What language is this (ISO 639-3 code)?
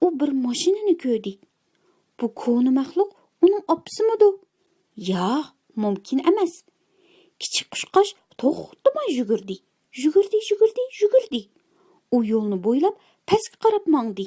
uig